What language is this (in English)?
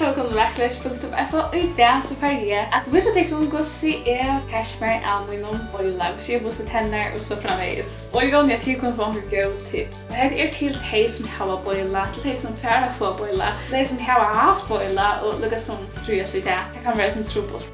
Faroese